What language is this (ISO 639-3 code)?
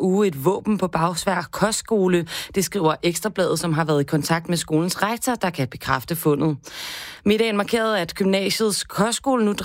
dan